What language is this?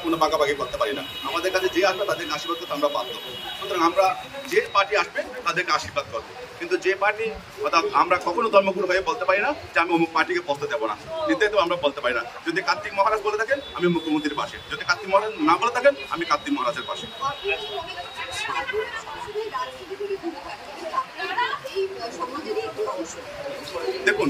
Bangla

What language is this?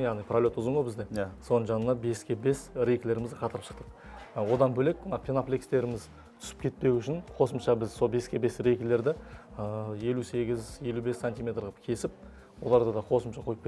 Kazakh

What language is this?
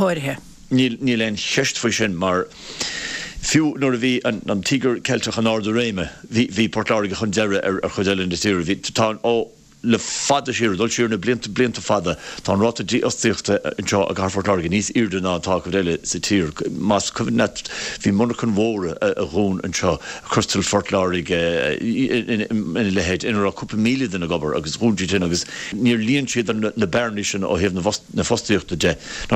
Irish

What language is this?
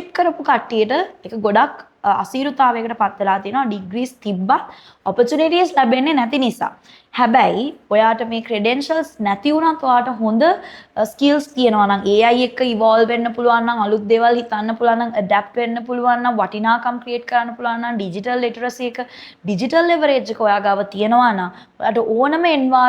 Sinhala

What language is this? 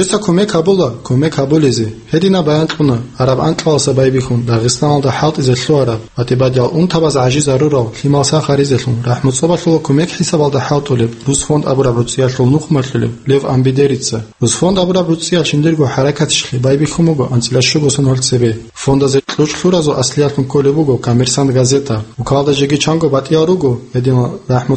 Avaric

